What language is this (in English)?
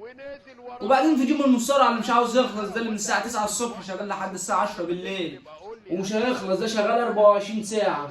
Egyptian Arabic